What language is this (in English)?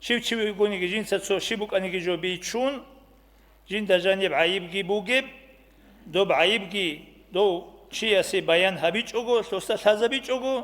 Avaric